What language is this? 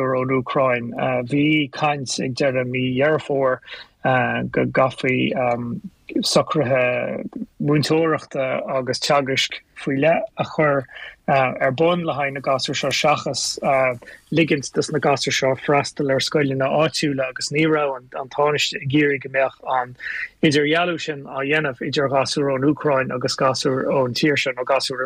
Irish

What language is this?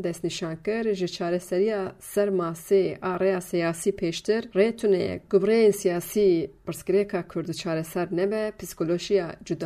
Kurdish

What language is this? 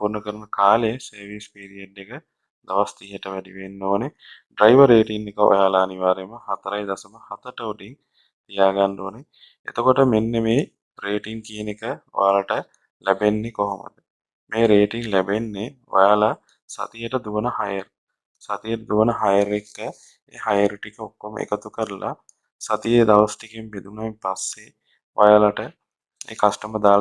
Sinhala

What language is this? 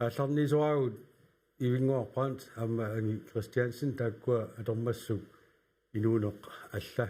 Kalaallisut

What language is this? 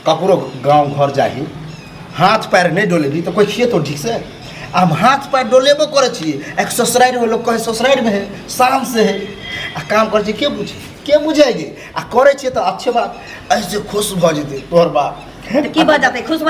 Maithili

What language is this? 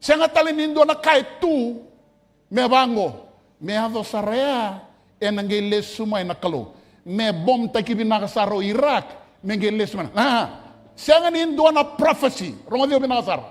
Fijian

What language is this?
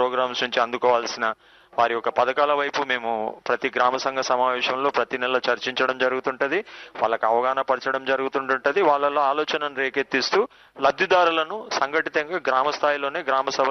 Telugu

